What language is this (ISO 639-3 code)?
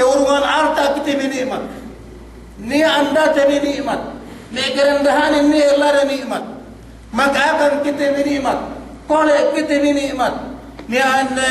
yka